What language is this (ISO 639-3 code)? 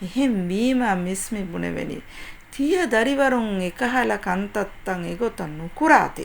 div